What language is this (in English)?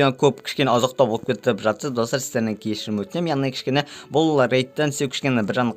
Kazakh